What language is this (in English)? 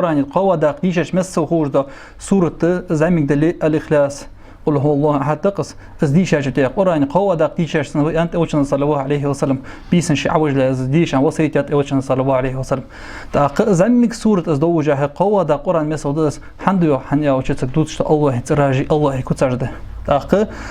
Ingush